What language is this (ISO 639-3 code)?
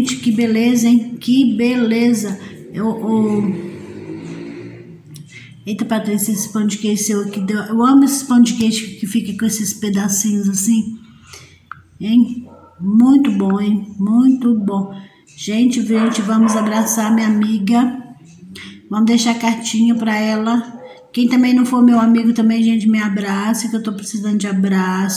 por